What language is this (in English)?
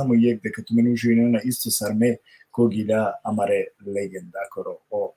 Balkan Romani